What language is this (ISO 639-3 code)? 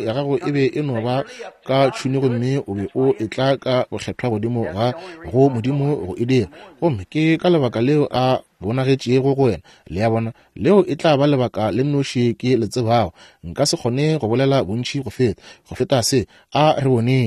nso